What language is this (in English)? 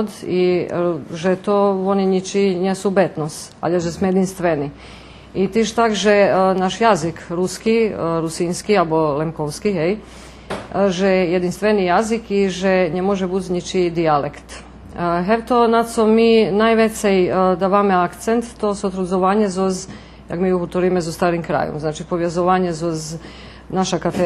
Rusyn